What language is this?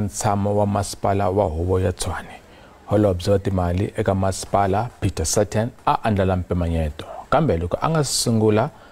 Tsonga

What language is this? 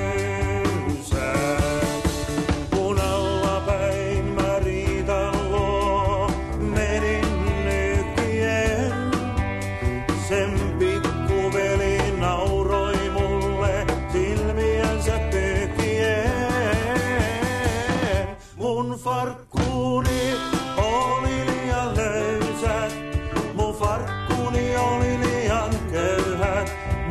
Finnish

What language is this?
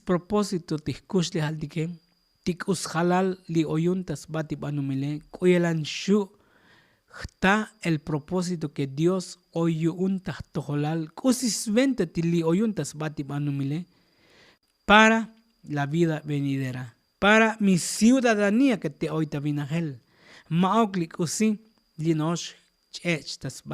Tzotzil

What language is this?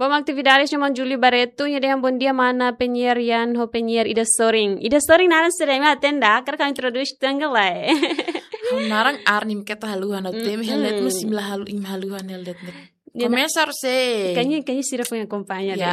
Tetum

